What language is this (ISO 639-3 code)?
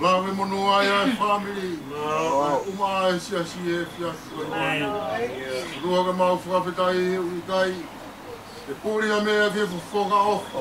ton